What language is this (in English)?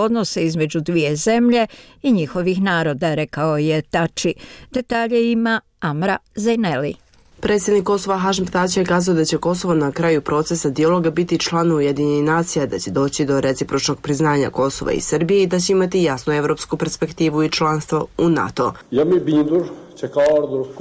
Bosnian